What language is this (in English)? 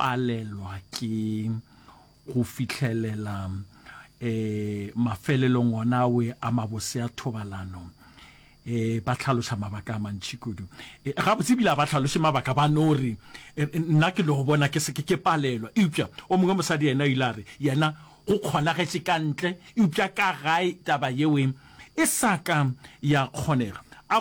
Northern Sotho